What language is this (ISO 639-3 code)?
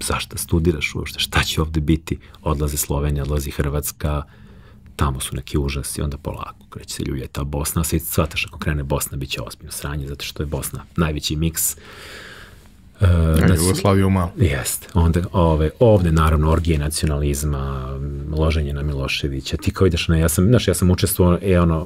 srp